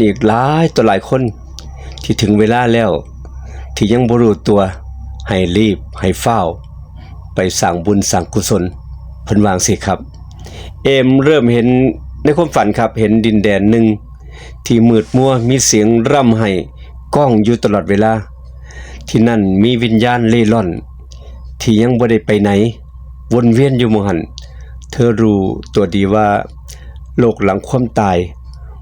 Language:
Northeastern Thai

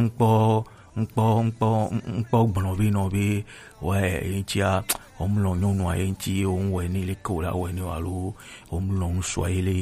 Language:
Gen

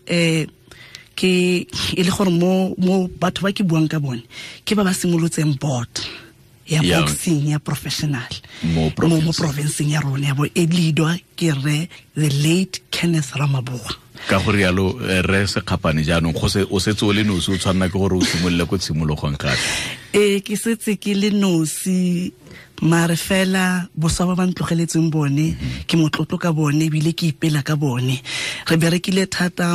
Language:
Tswana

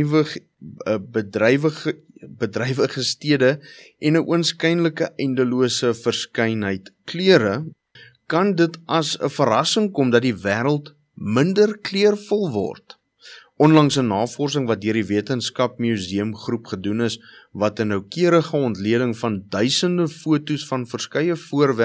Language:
Afrikaans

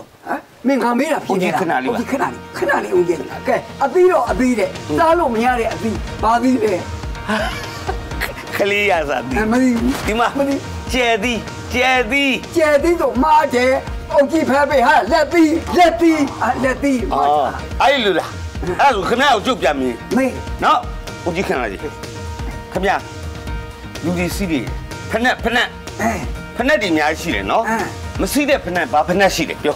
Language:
Burmese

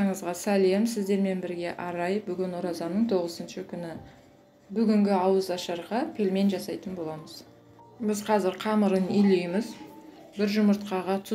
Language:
Kazakh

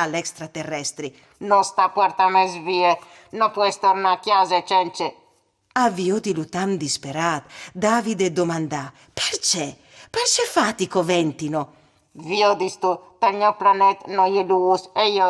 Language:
Friulian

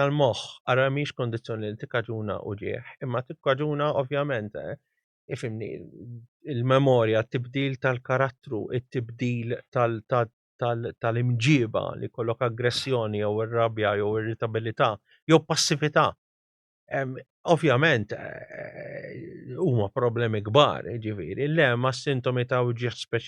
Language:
Maltese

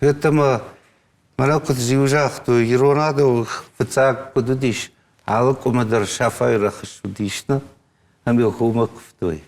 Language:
Ossetic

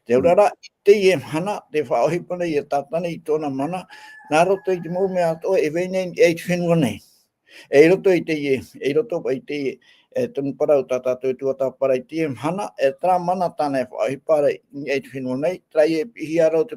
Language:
Tahitian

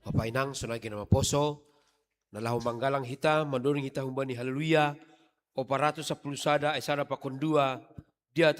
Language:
Batak Simalungun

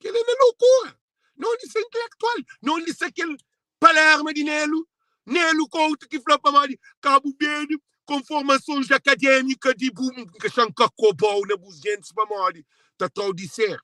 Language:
Kabuverdianu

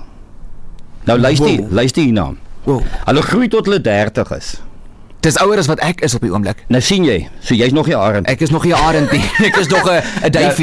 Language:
Afrikaans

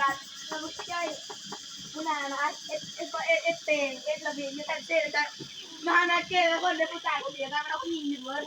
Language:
Northeastern Thai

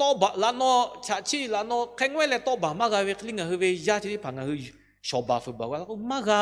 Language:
Lahu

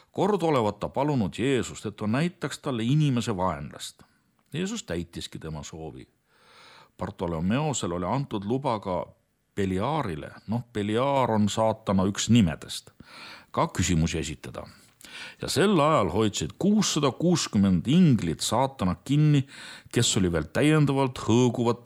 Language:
Estonian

